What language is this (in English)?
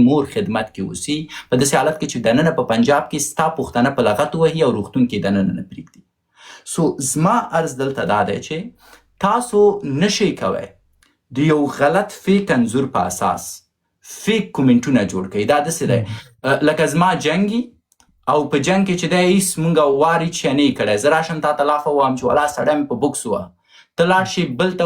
Pashto